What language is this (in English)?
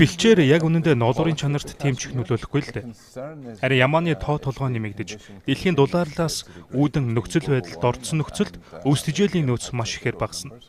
Mongolian